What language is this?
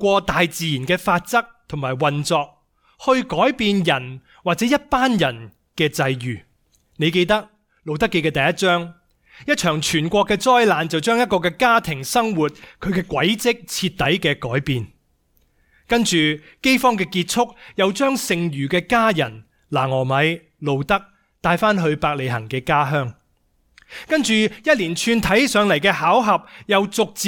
Cantonese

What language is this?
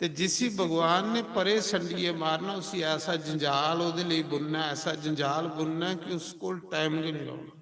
Dogri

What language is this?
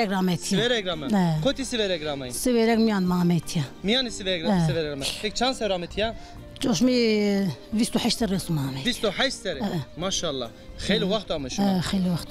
Zaza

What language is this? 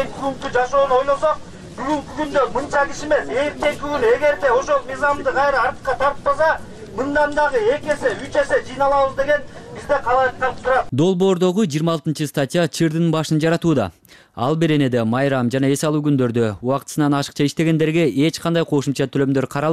Kyrgyz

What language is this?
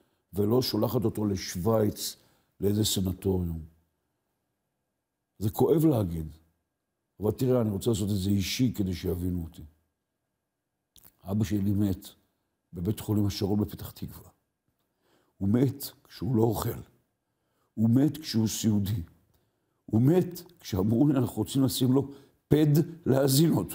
Hebrew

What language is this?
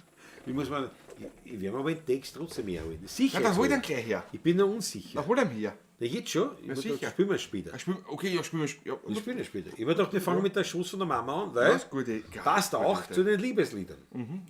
Bavarian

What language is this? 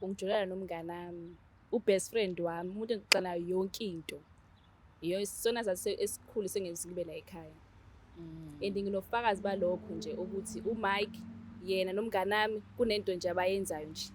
Zulu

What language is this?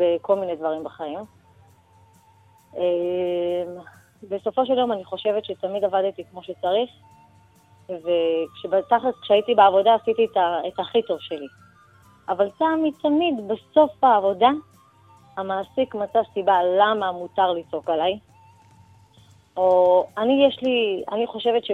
Hebrew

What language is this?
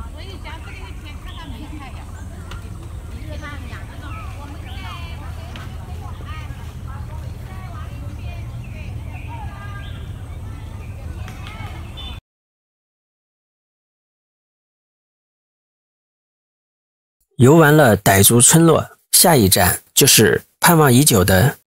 Chinese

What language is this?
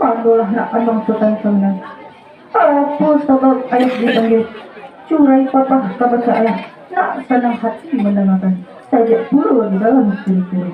Minangkabau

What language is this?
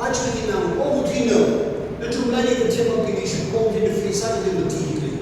Tangkhul Naga (India)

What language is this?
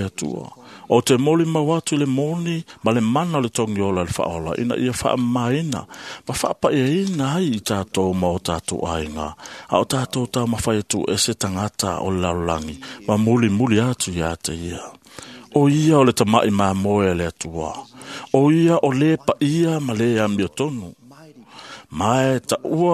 Samoan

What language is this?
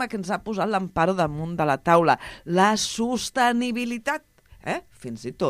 Catalan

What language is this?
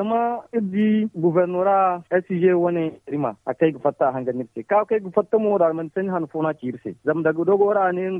Zarma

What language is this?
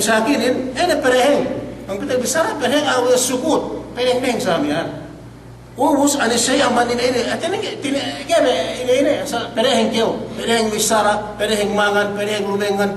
Yakan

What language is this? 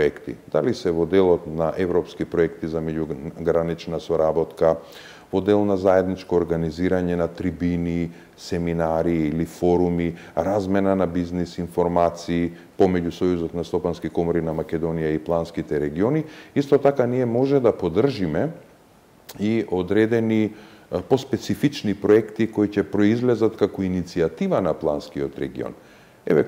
Macedonian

